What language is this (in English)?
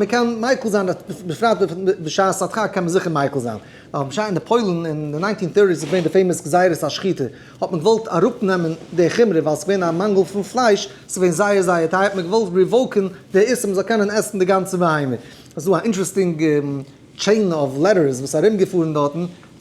Yiddish